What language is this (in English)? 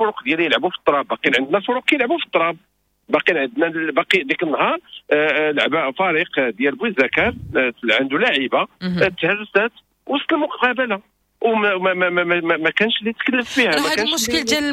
Moroccan Arabic